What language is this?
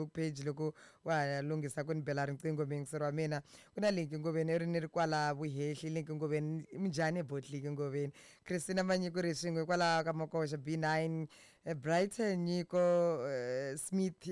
Tsonga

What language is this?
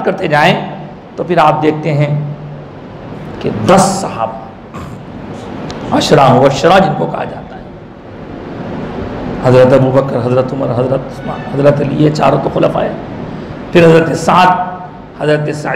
Hindi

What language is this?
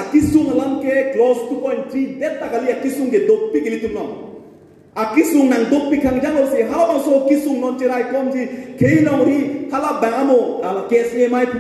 Karbi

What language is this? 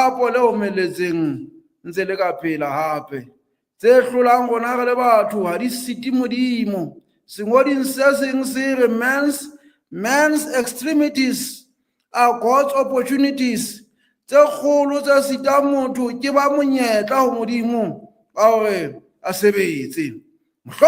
Southern Sotho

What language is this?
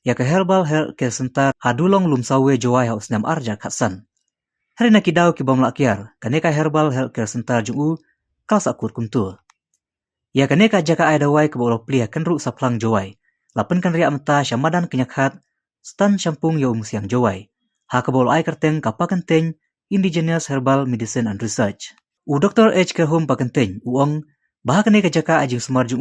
Khasi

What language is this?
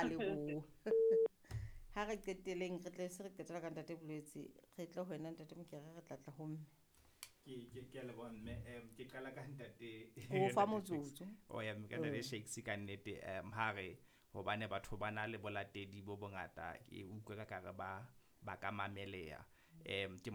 Southern Sotho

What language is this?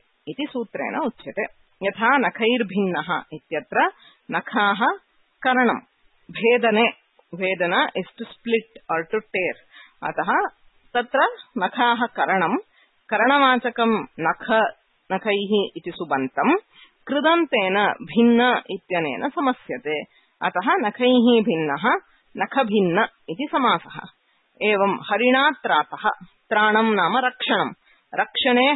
Sanskrit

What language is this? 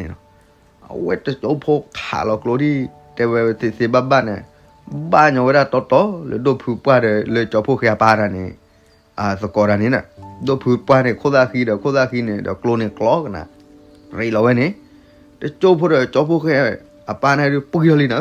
S'gaw Karen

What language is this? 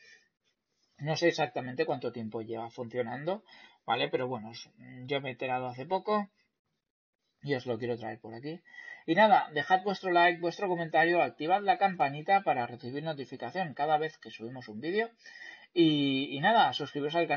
Spanish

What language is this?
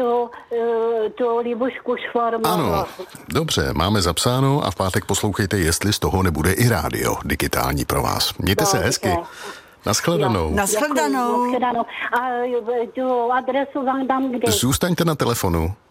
Czech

